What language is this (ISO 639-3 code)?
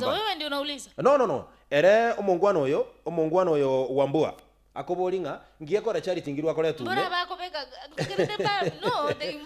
guz